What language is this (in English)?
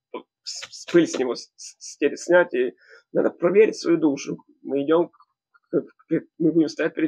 Russian